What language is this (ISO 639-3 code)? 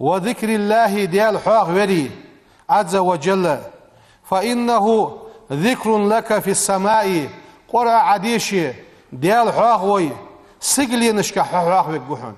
inh